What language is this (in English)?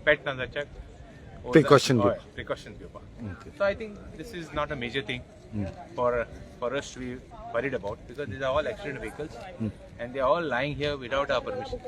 Konkani